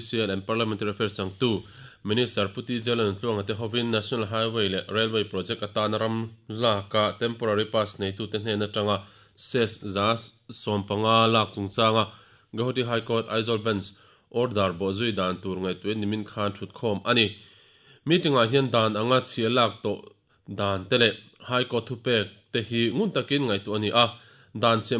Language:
Mizo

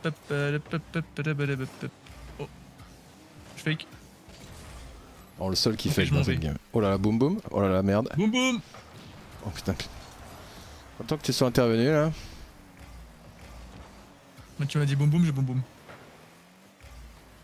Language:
French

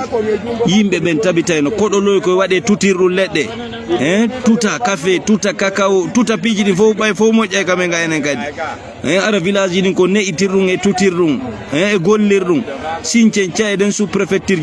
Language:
Fula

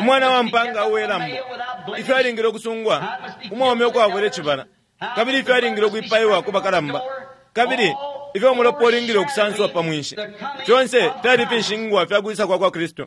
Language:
Bemba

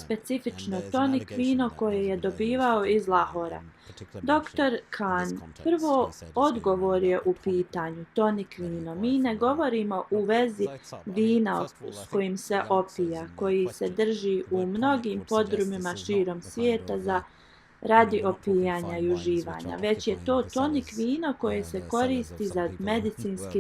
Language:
Bosnian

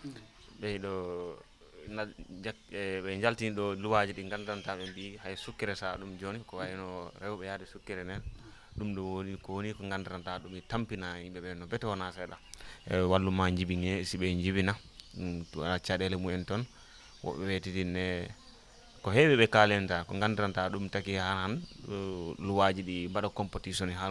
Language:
Fula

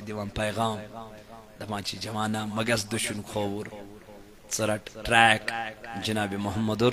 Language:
Kashmiri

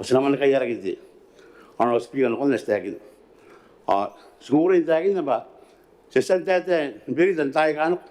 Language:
Gilbertese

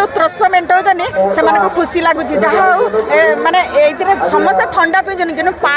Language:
Odia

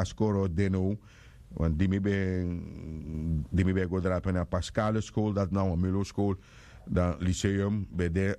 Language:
Sranan Tongo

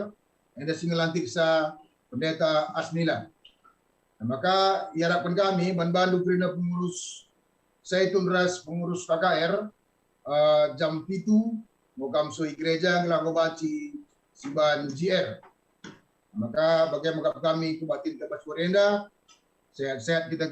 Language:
Batak Karo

